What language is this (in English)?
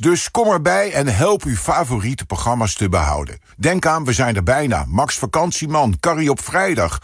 Dutch